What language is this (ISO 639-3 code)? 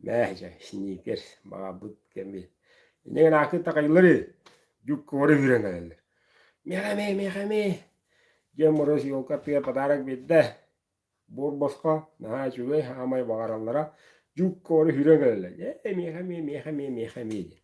sah